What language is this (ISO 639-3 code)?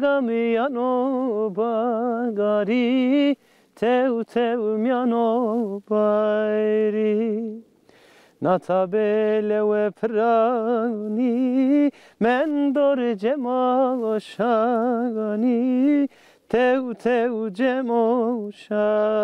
zza